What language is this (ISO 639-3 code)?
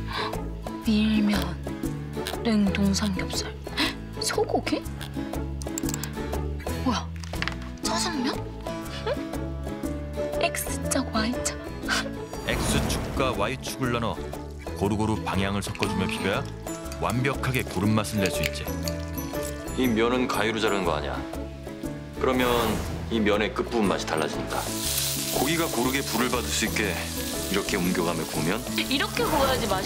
kor